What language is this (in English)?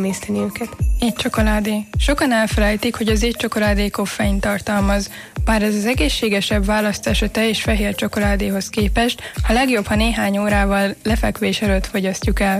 Hungarian